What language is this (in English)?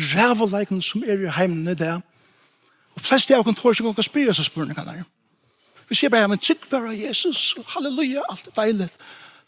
Faroese